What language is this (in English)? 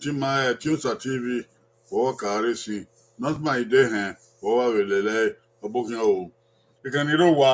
Bini